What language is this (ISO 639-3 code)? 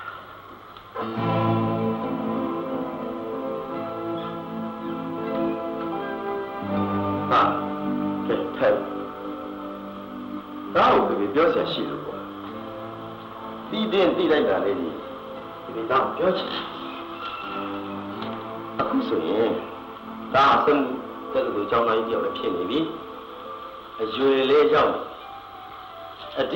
mya